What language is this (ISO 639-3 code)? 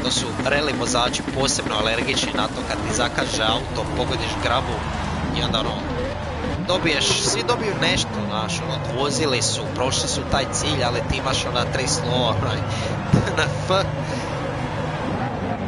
hrv